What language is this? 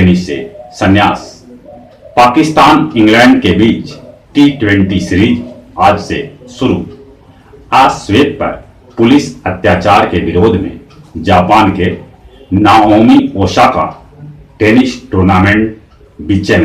Magahi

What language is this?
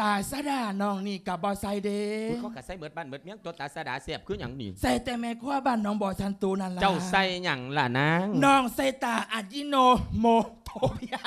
Lao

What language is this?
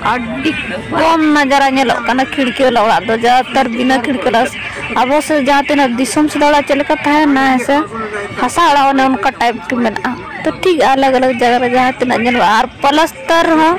Santali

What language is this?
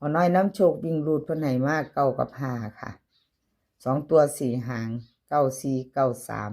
Northeastern Thai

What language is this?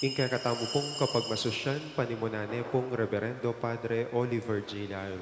Pampanga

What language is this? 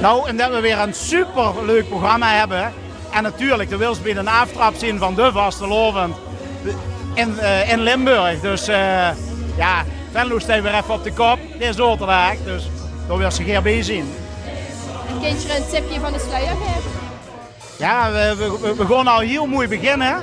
Limburgish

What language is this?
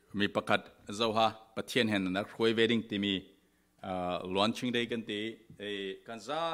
Falam Chin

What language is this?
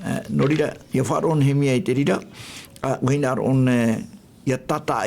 Tahitian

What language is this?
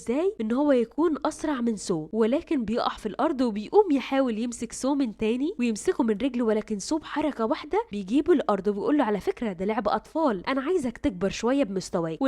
Egyptian Arabic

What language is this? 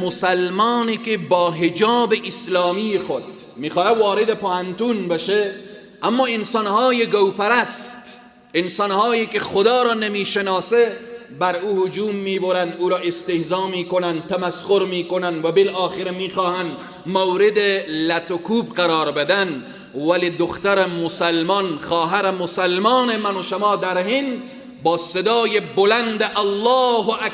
Persian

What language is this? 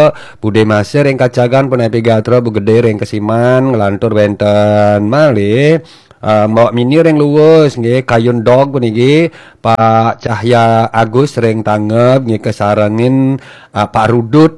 Balinese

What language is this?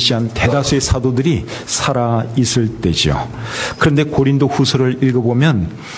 Korean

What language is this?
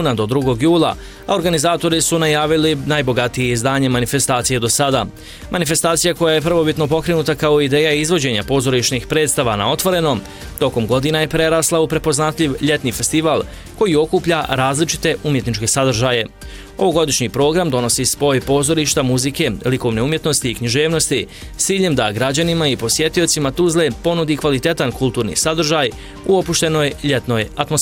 Bosnian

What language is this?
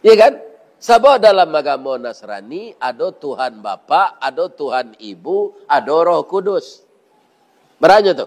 Minangkabau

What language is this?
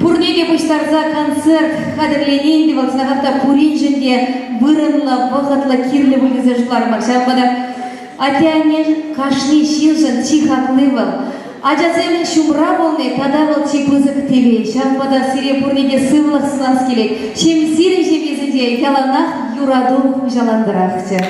Chuvash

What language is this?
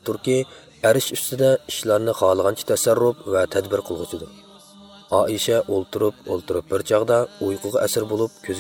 Uyghur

